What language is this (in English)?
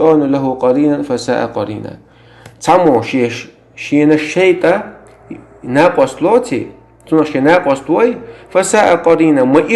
Chechen